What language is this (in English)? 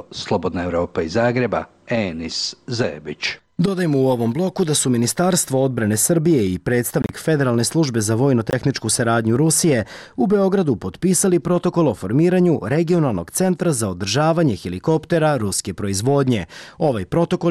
Serbian